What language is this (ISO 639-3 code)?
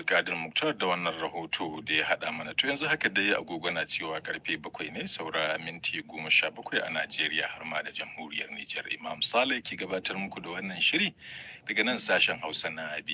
hau